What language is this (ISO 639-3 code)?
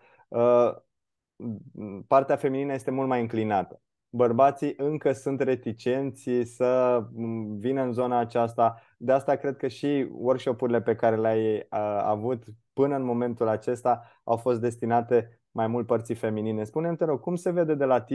ron